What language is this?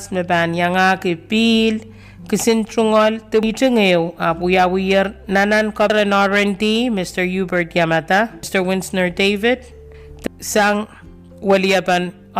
Pohnpeian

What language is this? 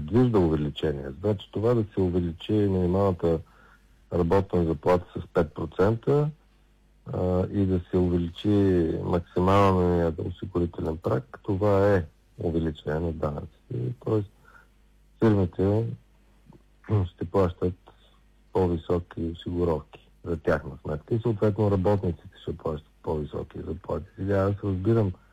Bulgarian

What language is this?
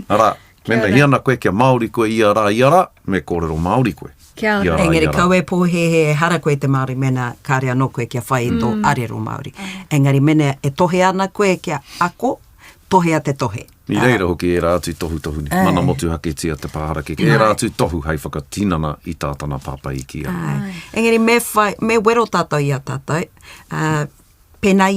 Māori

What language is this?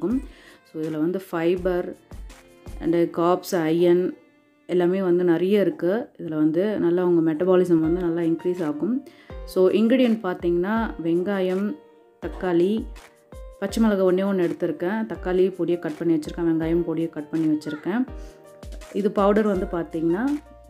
Tamil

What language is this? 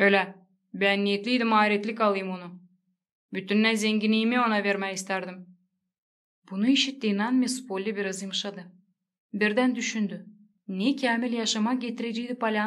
Gagauz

